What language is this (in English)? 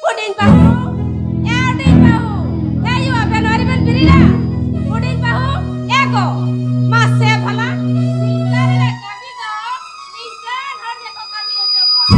Santali